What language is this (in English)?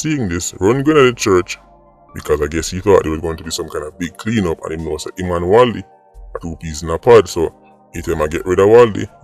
Jamaican Creole English